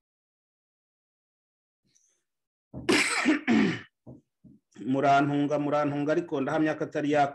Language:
Kinyarwanda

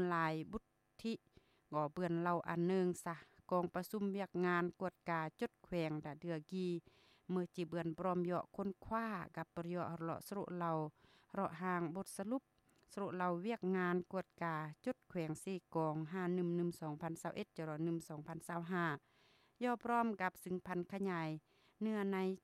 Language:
Lao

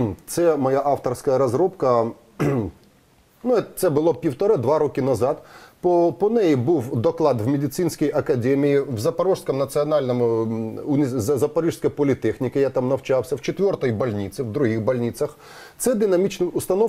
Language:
Ukrainian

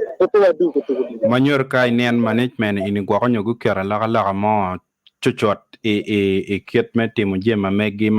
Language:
Acoli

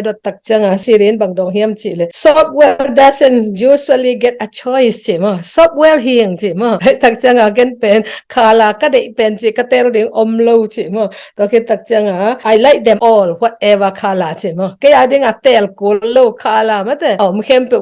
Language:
Tedim Chin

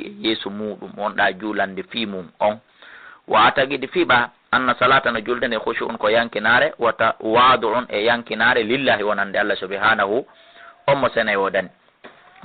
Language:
Fula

